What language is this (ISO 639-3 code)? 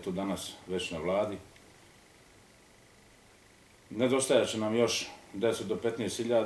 bos